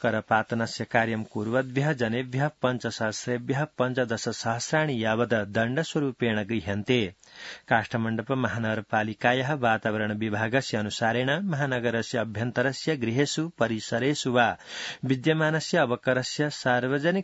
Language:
Sanskrit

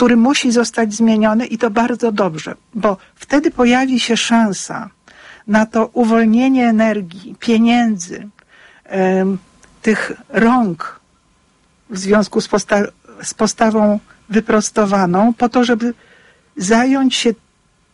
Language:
Polish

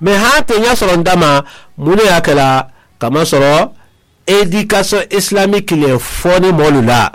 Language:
Mandingo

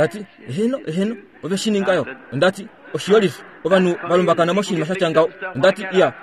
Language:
Kuanyama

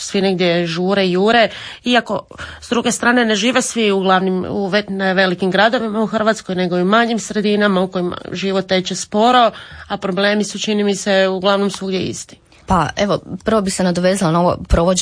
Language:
Croatian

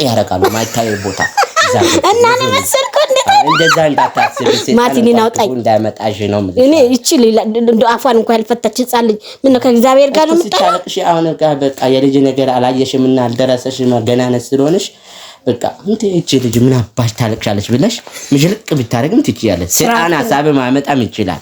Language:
Amharic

